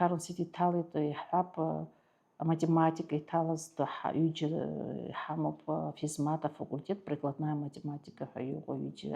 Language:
Abkhazian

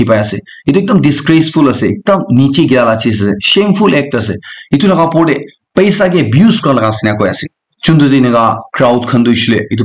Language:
Naga Pidgin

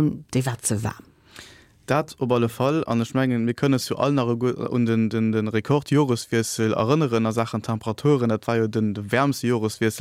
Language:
Luxembourgish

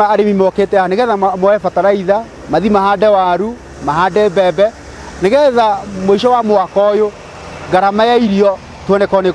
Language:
Kikuyu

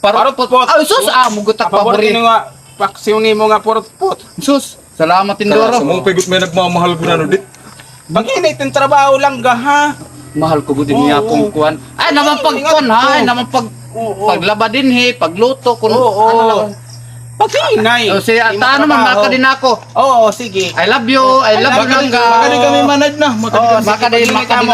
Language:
Waray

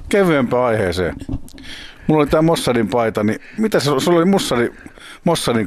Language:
Finnish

